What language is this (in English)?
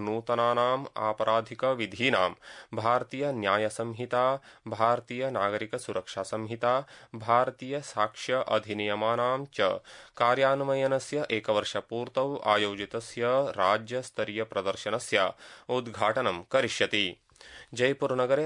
Sanskrit